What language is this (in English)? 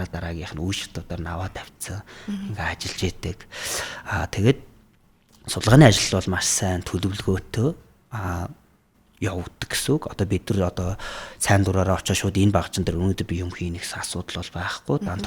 Mongolian